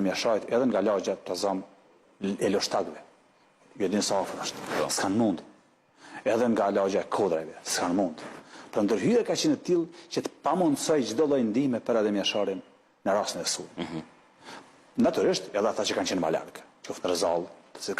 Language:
Albanian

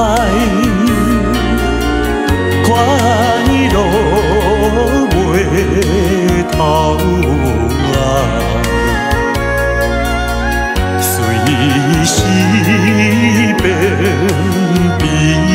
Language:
Min Nan Chinese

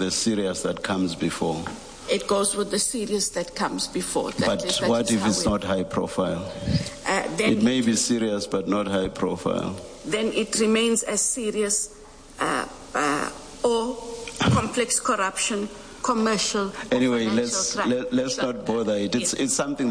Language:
English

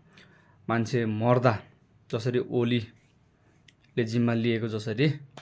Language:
Nepali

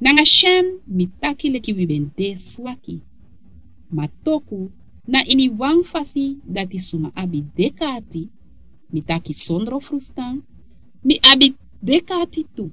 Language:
Sranan Tongo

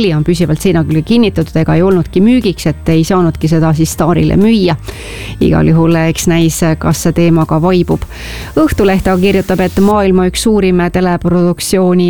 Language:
Estonian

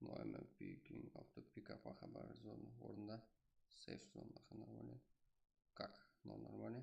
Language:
Kara-Kalpak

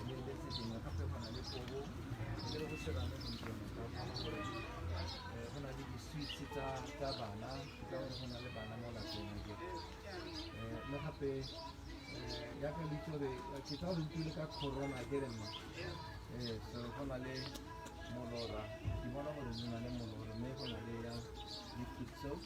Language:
Tswana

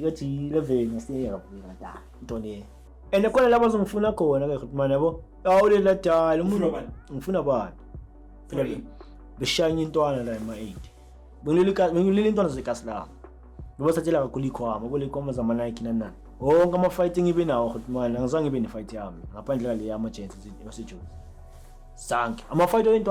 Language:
Zulu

